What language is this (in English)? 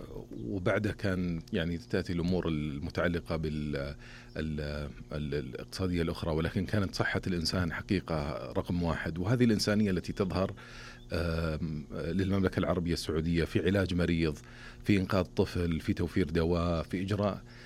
Arabic